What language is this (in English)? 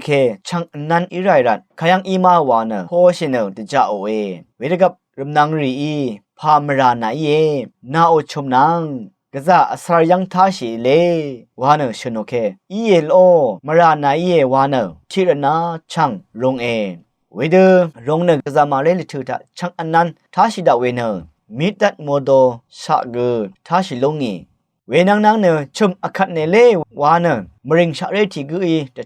Rawang